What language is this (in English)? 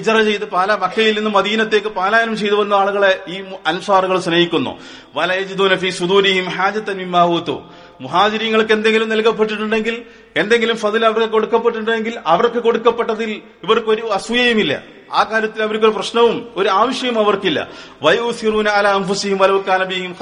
Malayalam